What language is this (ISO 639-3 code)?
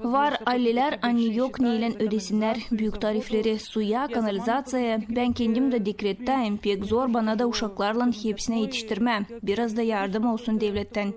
gag